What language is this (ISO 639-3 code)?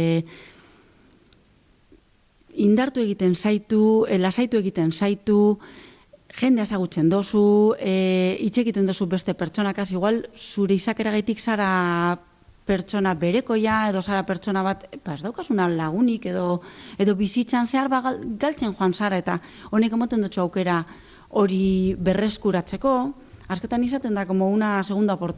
eus